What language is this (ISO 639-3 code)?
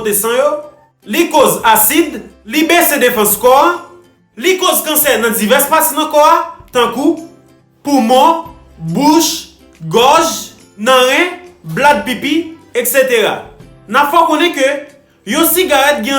hat